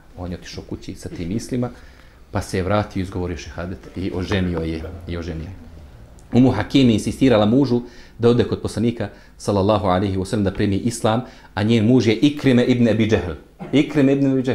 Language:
Bosnian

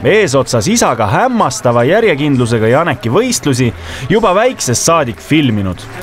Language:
Estonian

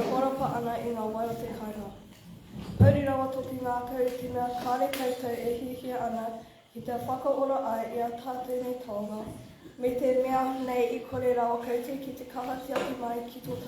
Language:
Māori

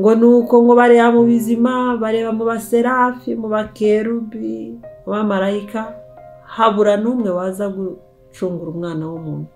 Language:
Kinyarwanda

